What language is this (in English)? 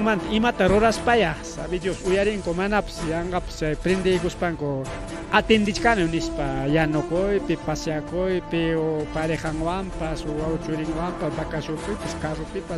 Ayacucho Quechua